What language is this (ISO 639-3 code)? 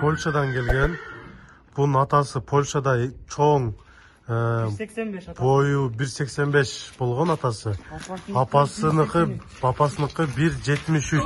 kir